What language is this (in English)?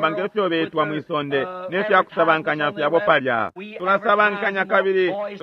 Bemba